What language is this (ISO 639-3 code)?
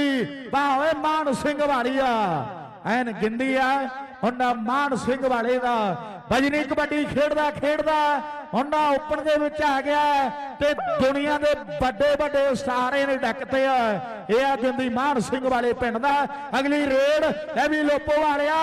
pan